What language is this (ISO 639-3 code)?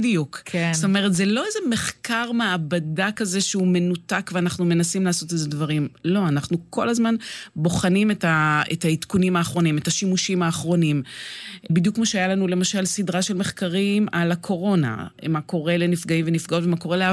heb